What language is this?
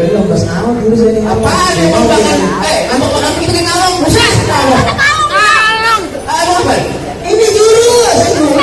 Betawi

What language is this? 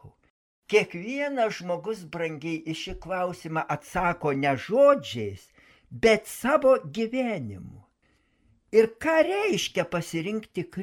Lithuanian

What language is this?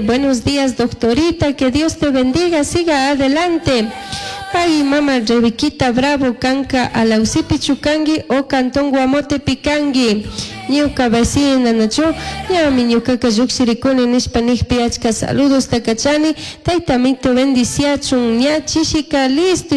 Chimborazo Highland Quichua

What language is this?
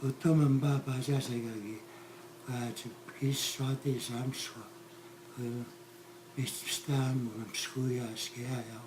Plains Cree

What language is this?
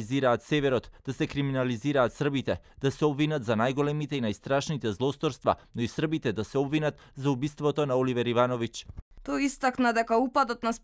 Macedonian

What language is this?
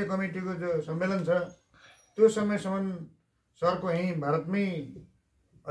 Nepali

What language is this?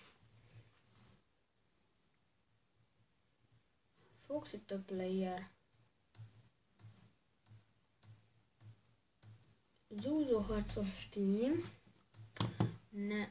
Hungarian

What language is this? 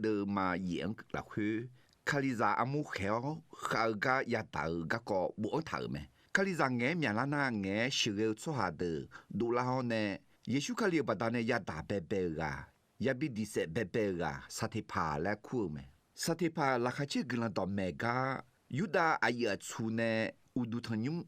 Akha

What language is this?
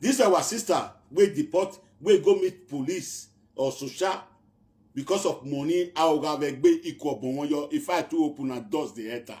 Nigerian Pidgin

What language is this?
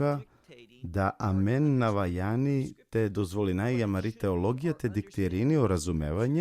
Balkan Romani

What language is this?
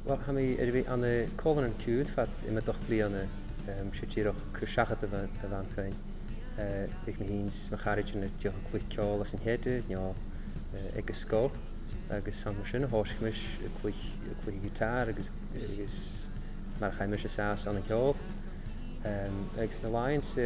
Scottish Gaelic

